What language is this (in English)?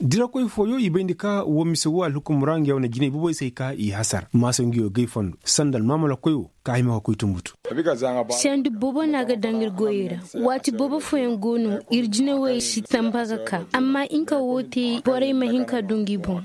Koyraboro Senni